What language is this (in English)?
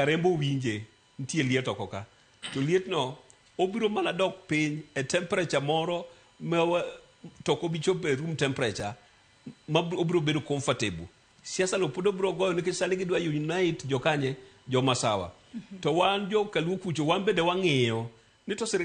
Luo (Kenya and Tanzania)